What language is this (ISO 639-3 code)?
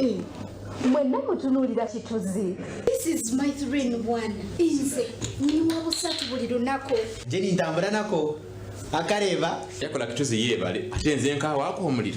nyn